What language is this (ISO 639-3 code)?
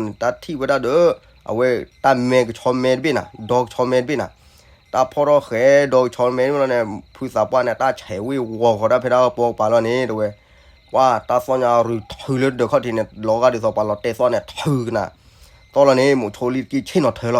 ksw